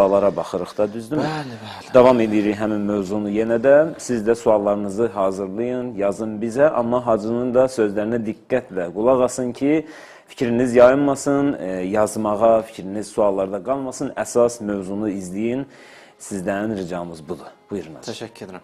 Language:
Azerbaijani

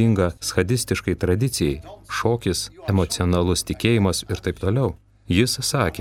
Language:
Lithuanian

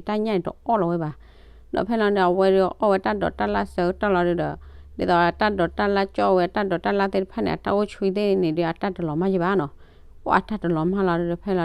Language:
S'gaw Karen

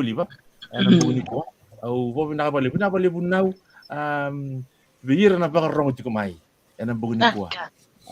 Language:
Fijian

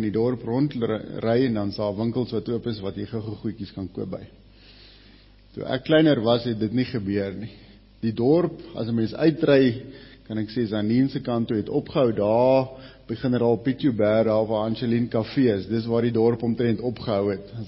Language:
Afrikaans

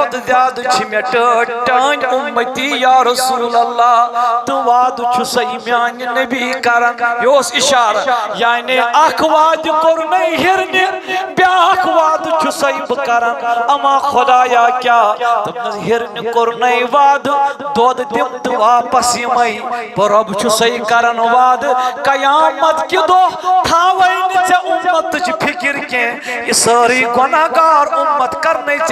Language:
Kashmiri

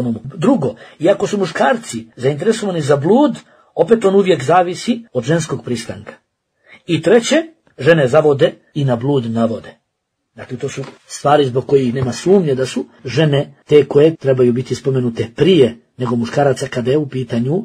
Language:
Bosnian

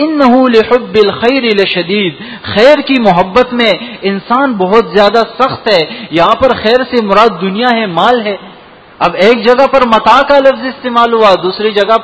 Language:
Urdu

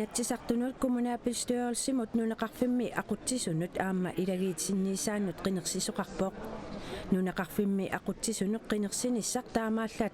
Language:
Kalaallisut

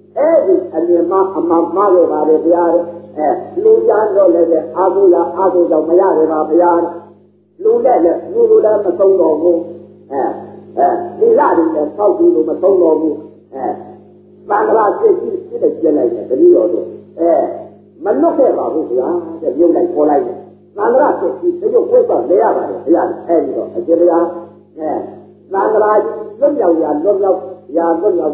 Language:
Burmese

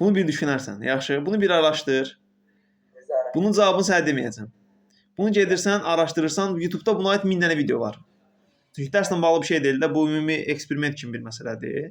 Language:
Azerbaijani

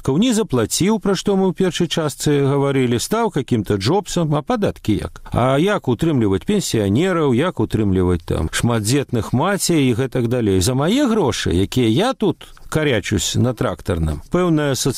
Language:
Belarusian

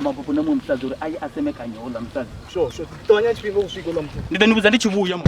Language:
Venda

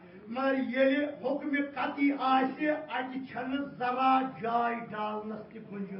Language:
Kashmiri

